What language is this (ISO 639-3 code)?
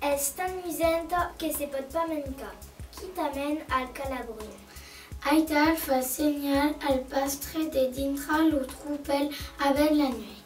oci